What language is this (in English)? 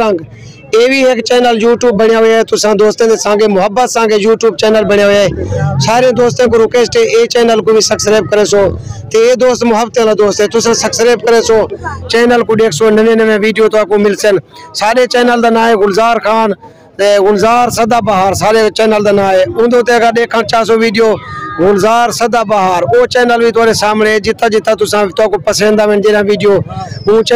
Saraiki